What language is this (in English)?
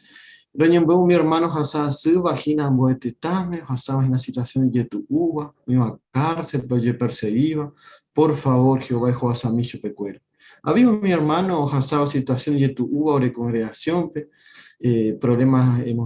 Guarani